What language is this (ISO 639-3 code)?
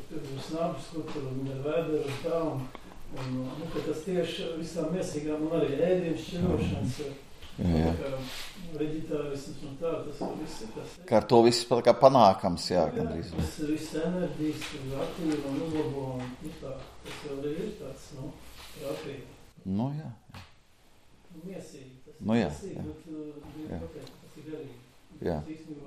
lav